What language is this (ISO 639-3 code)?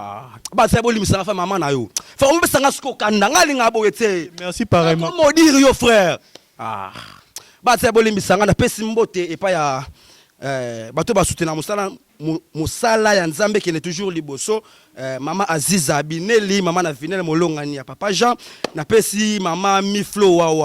lin